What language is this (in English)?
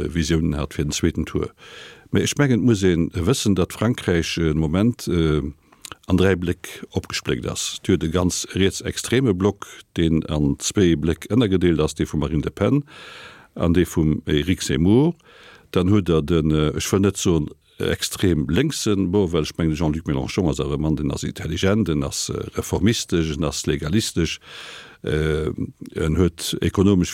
Luxembourgish